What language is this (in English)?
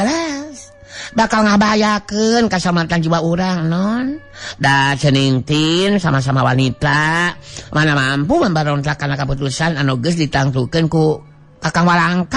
Sundanese